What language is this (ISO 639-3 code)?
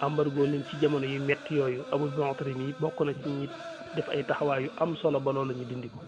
wol